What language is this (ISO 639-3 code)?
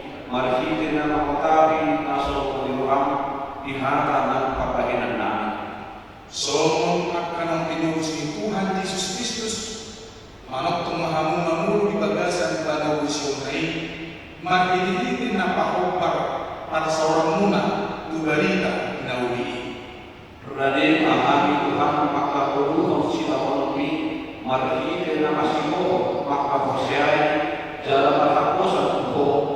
bbc